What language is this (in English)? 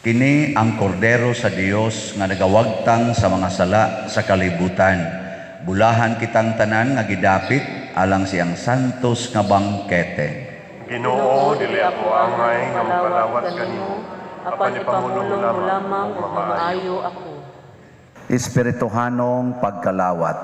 Cebuano